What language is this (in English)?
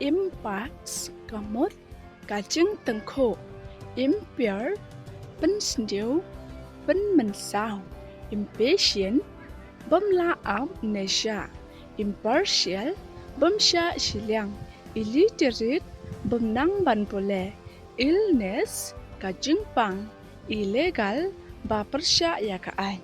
Khasi